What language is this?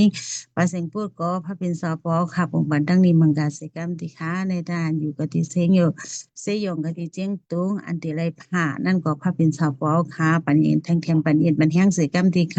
Shan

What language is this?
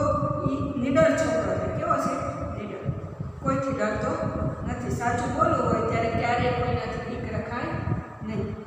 Gujarati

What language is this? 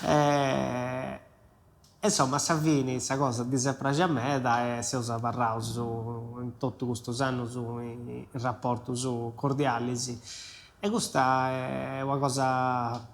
Sardinian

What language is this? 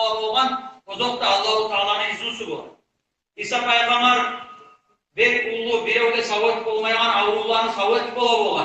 Kumyk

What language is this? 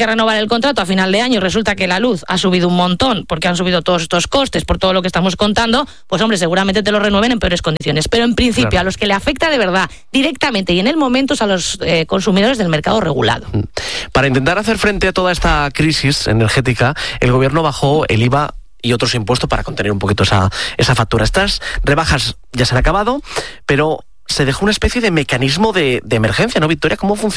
Spanish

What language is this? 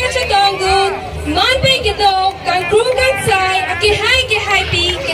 Karbi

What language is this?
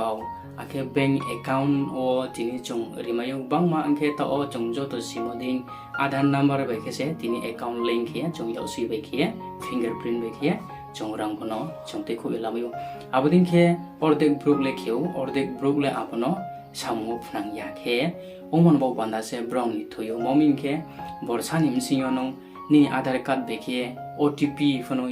Riang (India)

